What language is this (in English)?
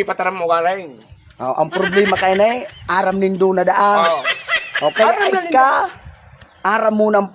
Bikol